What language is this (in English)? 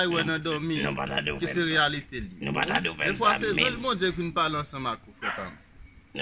Haitian Creole